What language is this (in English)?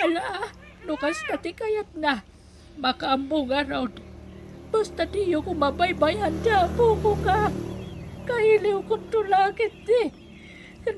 Iloko